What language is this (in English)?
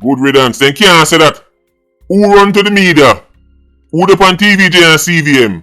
Jamaican Creole English